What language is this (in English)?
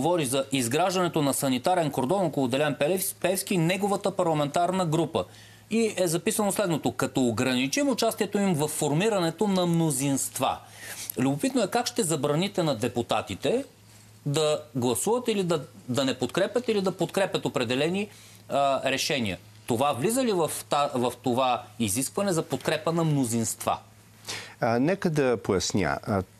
Bulgarian